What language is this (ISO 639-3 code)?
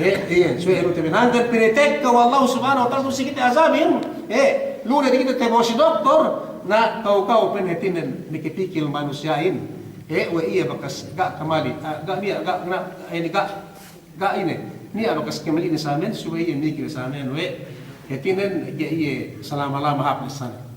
yka